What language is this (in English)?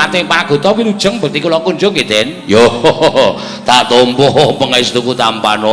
Javanese